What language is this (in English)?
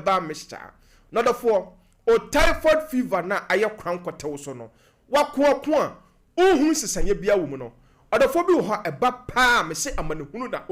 Akan